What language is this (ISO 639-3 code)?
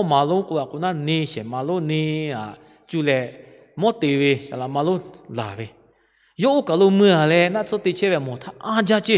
lhu